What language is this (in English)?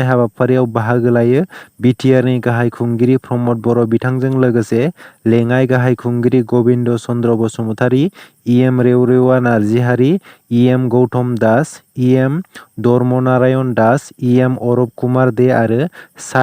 Bodo